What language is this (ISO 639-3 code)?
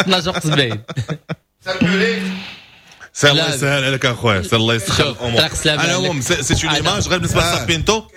ary